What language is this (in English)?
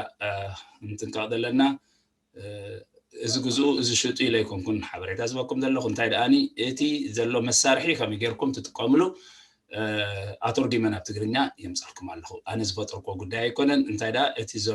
Tigrinya